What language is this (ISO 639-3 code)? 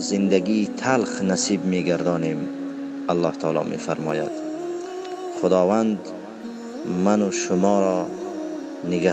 tgk